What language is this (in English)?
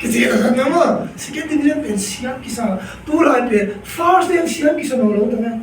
Tedim Chin